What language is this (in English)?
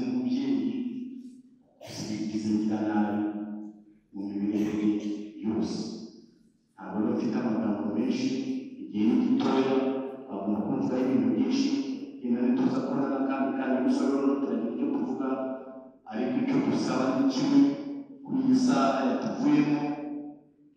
Kinyarwanda